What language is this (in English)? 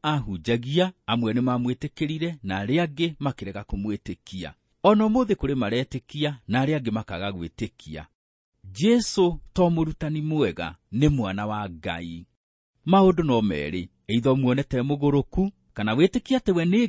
Kikuyu